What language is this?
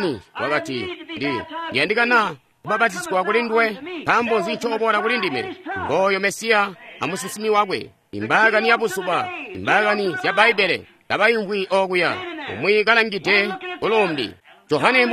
Tonga (Zambia)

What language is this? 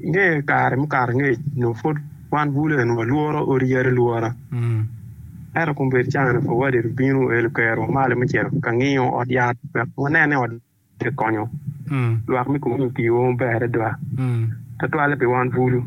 Acoli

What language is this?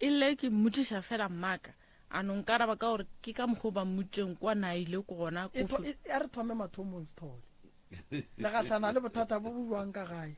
Northern Sotho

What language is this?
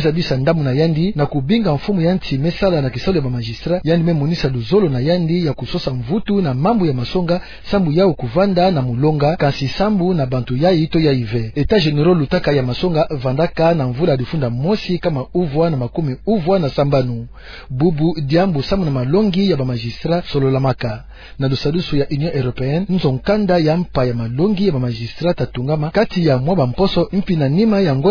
Kituba (Democratic Republic of Congo)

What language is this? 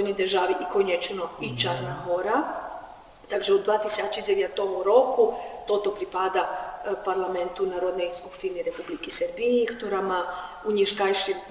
Rusyn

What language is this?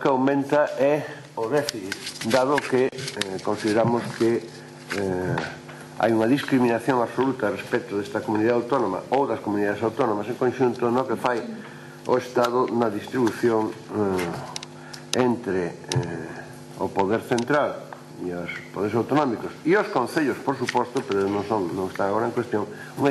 Galician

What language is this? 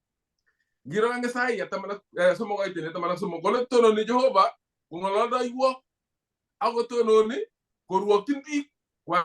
Kalenjin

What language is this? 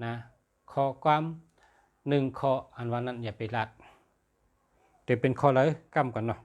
Shan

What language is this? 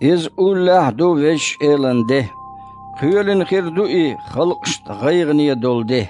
Chechen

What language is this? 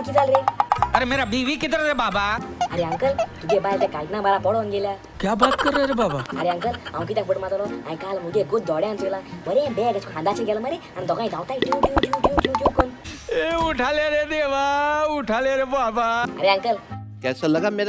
Konkani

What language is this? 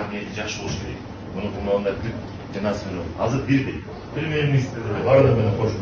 Kyrgyz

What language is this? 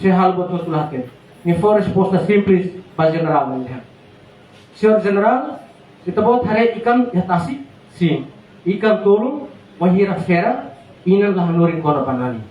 Tetum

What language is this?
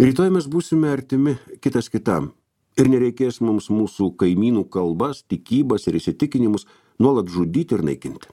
Lithuanian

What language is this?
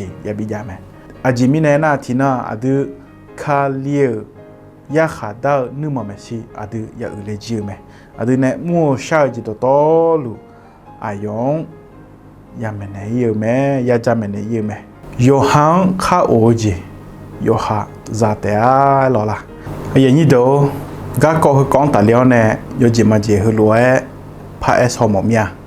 Akha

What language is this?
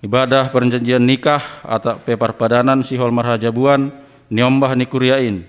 Batak Simalungun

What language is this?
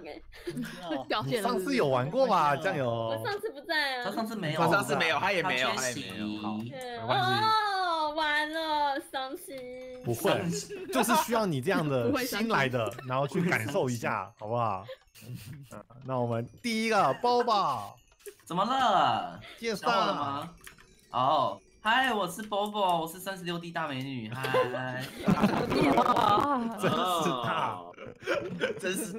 Chinese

